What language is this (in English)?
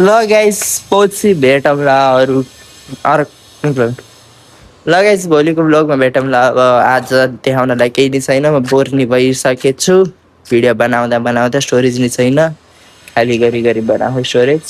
Nepali